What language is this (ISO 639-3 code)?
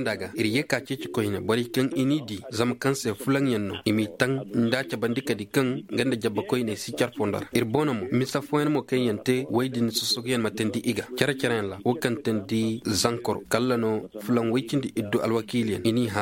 ses